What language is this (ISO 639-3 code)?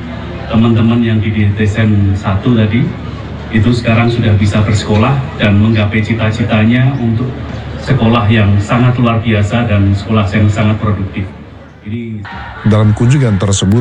ind